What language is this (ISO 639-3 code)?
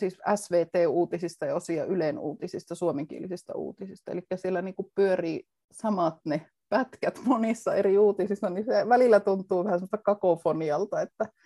fin